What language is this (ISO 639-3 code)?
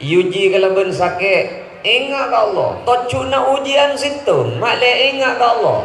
mad